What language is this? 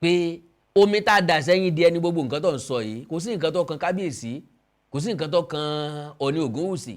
Yoruba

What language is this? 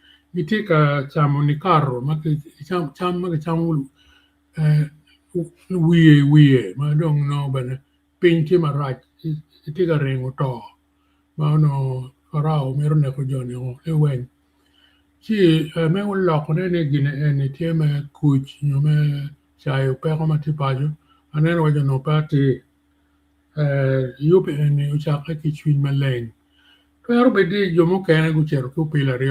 Acoli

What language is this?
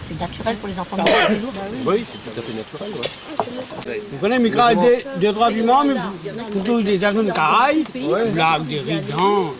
Réunion Creole French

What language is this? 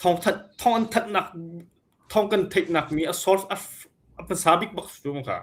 Hakha Chin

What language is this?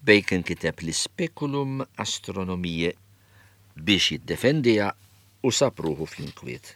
Maltese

